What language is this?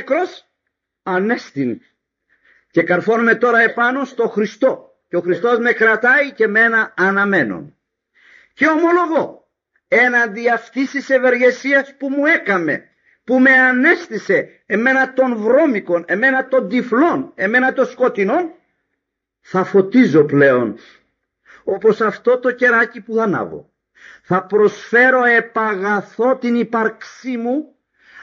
Greek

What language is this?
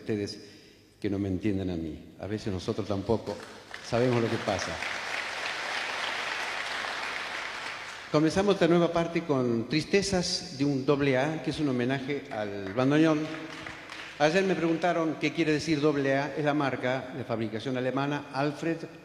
Spanish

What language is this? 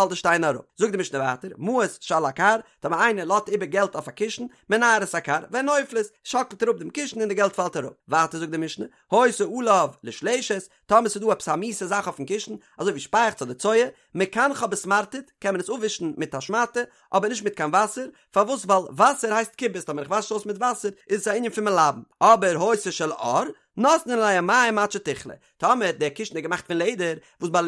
Yiddish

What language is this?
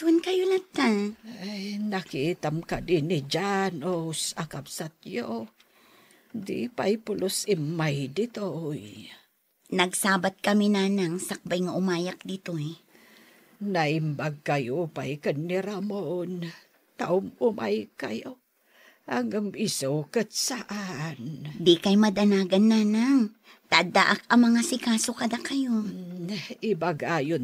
Iloko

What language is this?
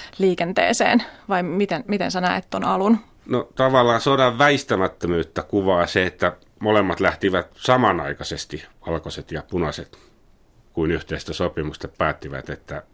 Finnish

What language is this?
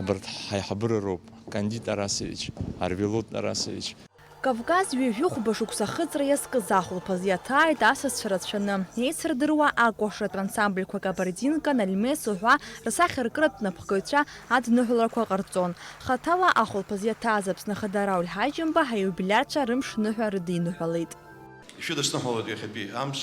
Abkhazian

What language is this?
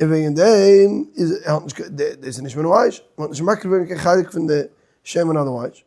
Yiddish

